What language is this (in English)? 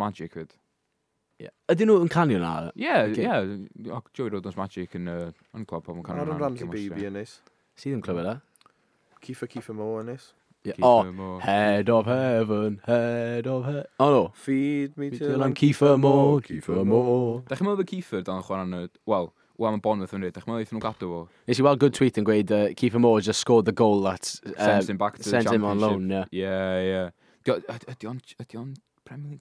Welsh